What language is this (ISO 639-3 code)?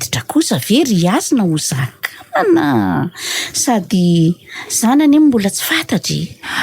mlg